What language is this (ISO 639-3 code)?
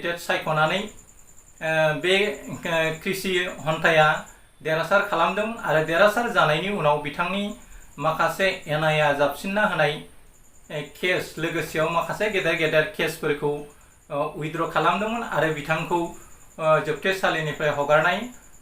brx